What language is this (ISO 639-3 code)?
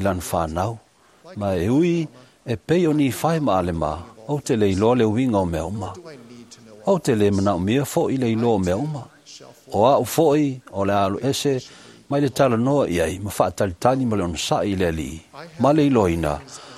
smo